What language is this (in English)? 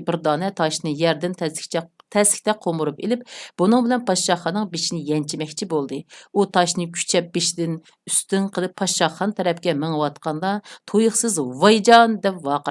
Uyghur